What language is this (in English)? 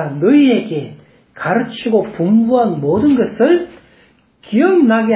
Korean